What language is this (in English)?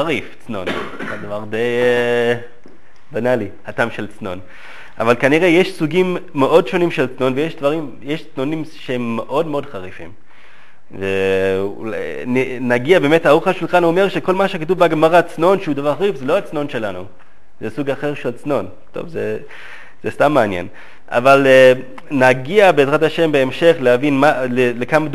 Hebrew